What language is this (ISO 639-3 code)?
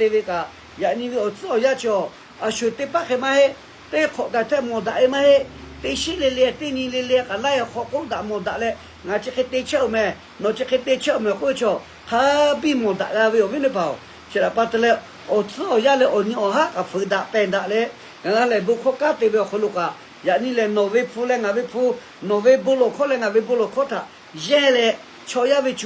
lhu